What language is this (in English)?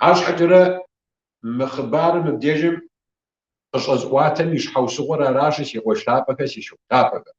Kabardian